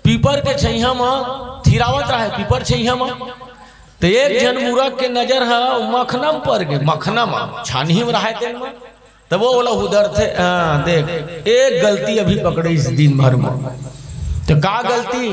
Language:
Chhattisgarhi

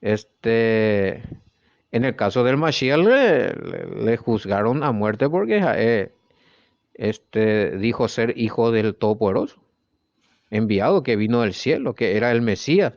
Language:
Guarani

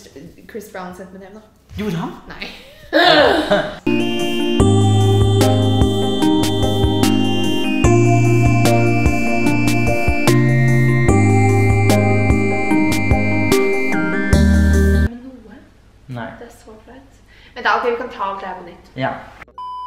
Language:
Norwegian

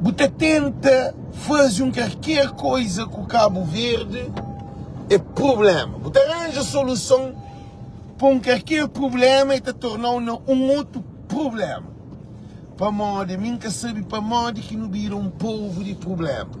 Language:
Kabuverdianu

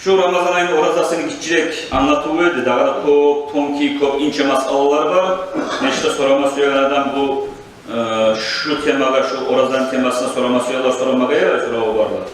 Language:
Kumyk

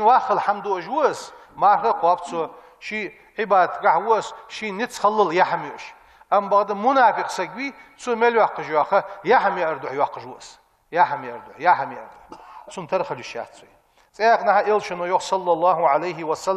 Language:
Ingush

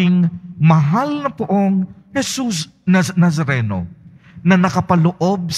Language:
Filipino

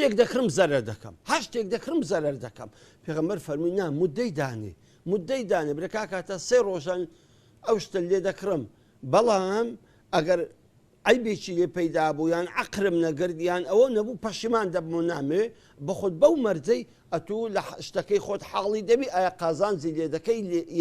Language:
Central Kurdish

